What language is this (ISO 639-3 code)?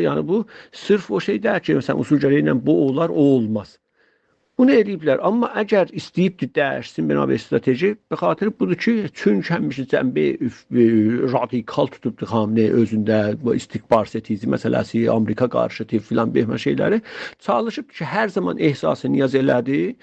azb